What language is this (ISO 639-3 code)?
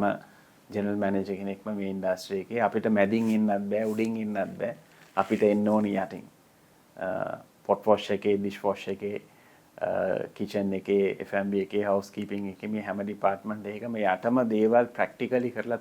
sin